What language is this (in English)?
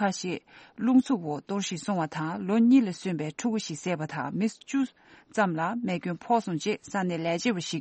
Tibetan